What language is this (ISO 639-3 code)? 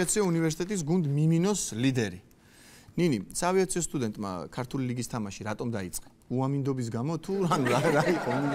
kat